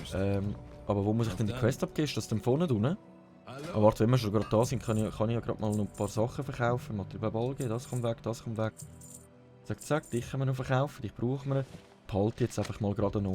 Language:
Swiss German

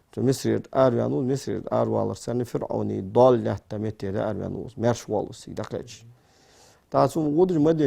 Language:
Ingush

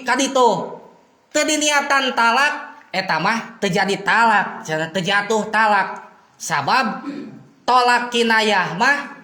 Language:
Sundanese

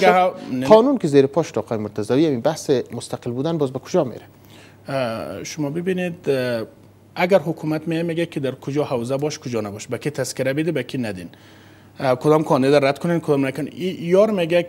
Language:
Persian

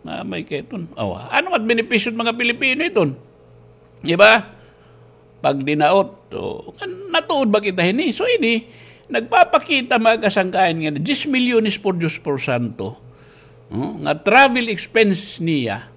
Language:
Waray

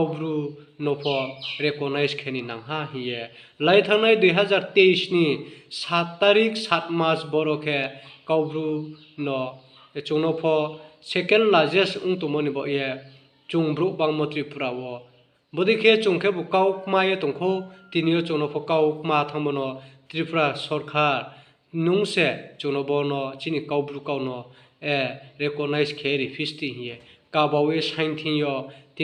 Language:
Riang (India)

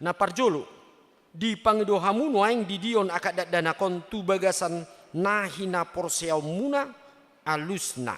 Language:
Batak Toba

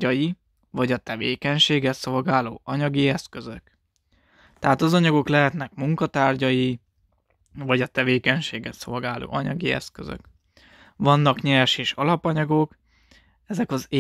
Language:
Hungarian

